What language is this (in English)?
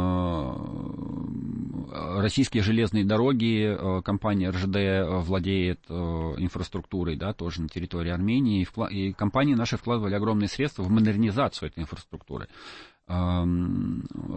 Russian